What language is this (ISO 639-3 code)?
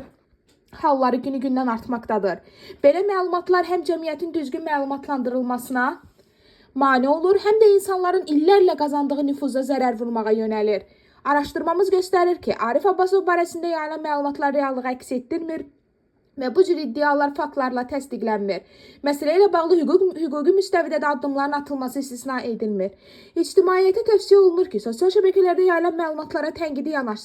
aze